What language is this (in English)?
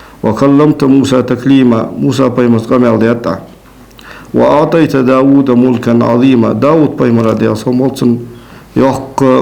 Ingush